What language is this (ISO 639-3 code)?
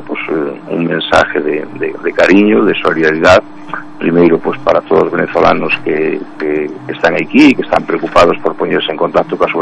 glg